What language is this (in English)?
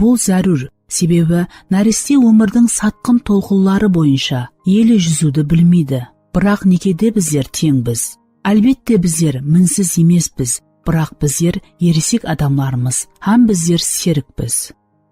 Kara-Kalpak